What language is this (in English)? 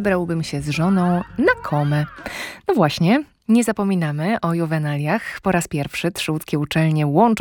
Polish